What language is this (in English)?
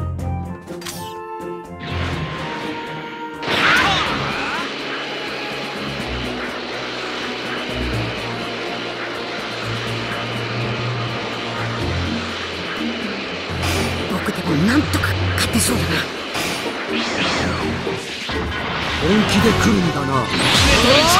Japanese